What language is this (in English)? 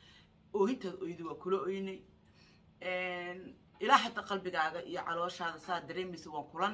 Somali